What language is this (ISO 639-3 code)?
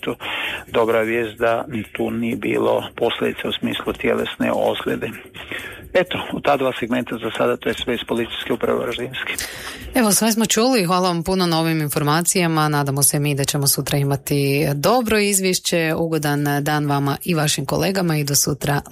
hrv